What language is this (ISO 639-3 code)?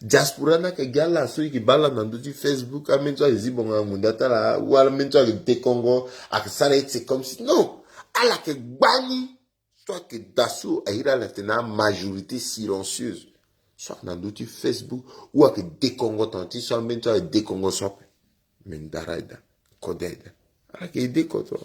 sag